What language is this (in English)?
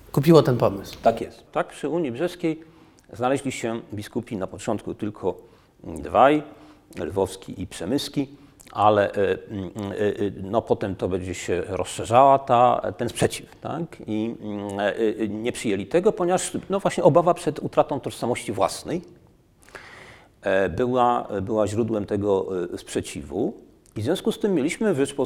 Polish